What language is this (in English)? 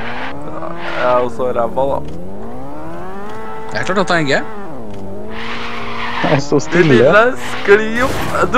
Norwegian